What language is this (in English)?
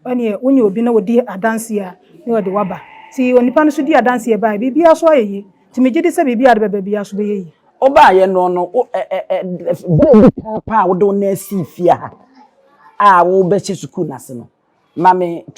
Akan